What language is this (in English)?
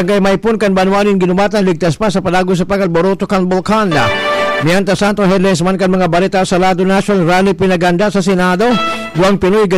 Bikol